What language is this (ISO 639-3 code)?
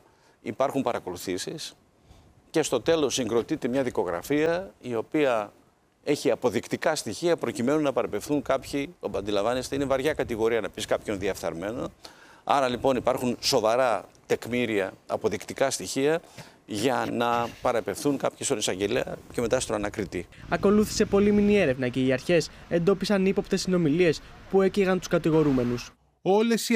ell